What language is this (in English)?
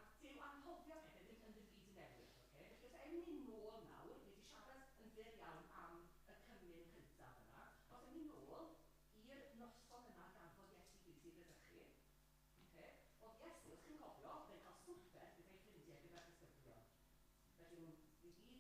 Welsh